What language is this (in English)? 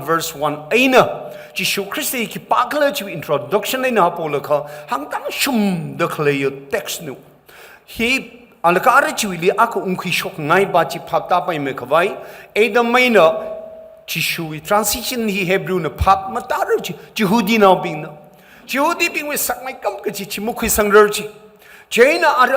Tangkhul Naga (India)